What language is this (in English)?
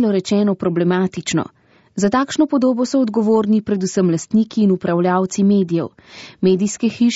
Slovenian